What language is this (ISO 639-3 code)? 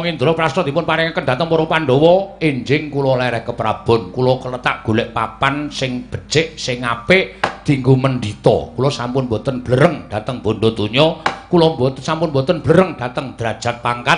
jav